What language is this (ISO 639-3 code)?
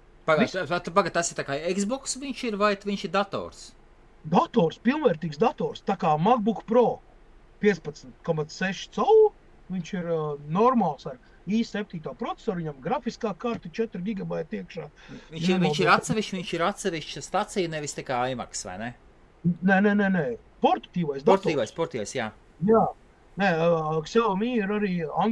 lav